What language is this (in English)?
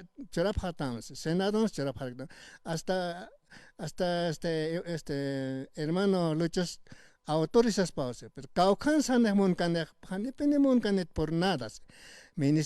Aymara